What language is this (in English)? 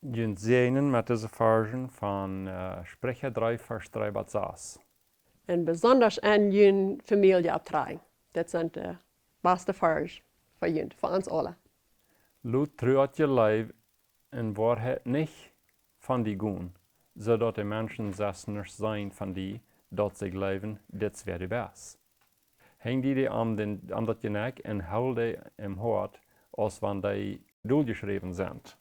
Plautdietsch